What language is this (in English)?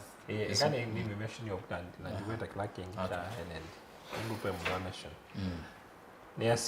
Kamba